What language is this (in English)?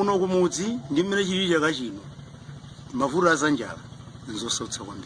Nyanja